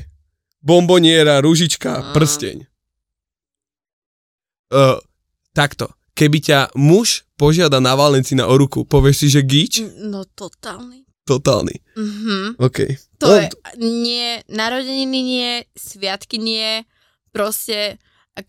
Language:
Slovak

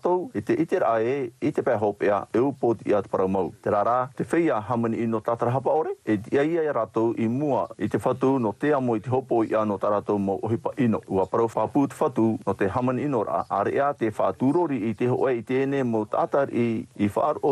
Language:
Tahitian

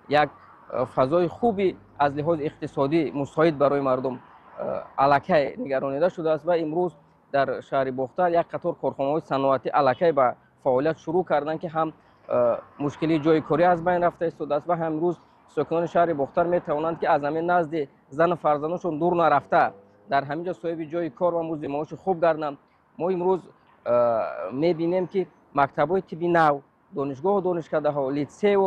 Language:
Tajik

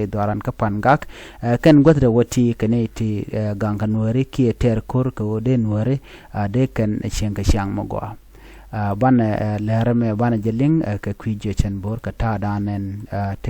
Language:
Nuer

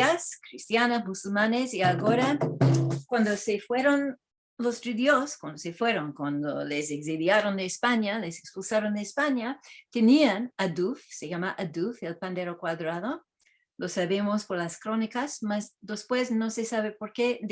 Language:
Ladino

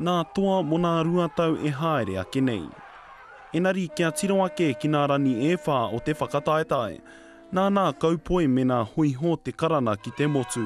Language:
Māori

